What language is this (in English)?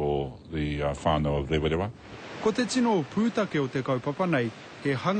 Māori